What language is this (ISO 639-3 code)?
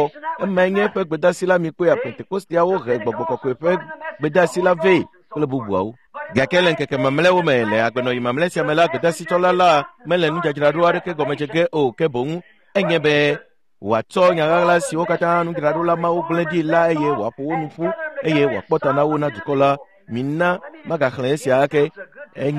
ewe